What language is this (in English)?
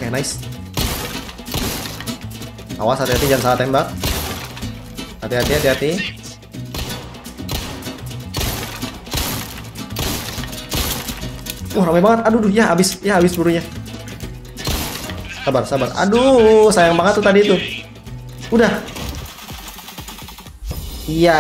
Indonesian